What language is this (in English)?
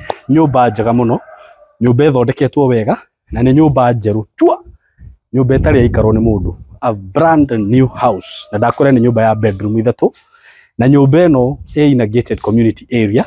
Kikuyu